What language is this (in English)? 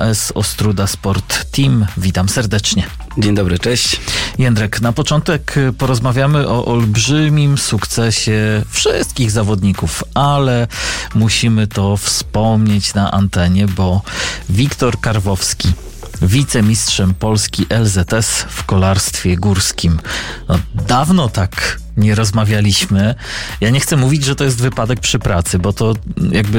Polish